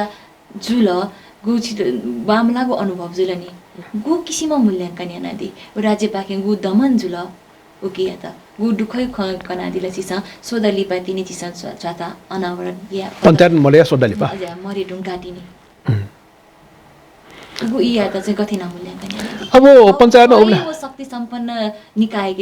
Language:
Newari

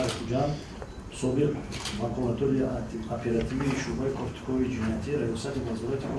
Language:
Tajik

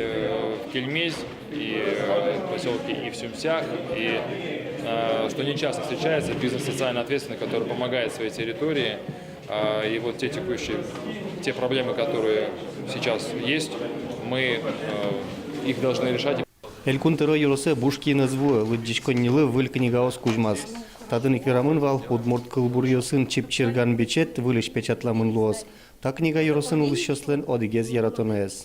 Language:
Udmurt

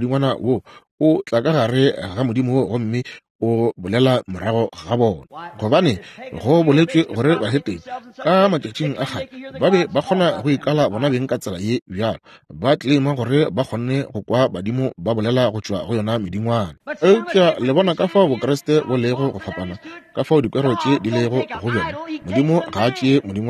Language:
Northern Sotho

